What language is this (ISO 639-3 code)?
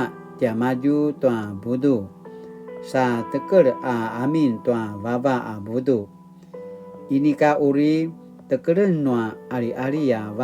pwn